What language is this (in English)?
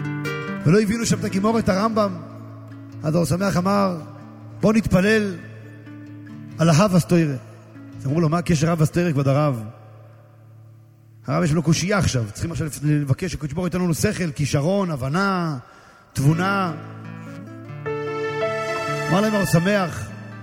Hebrew